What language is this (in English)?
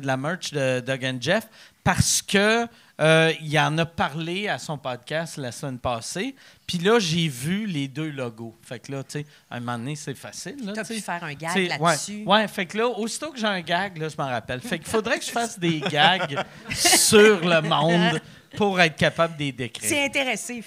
French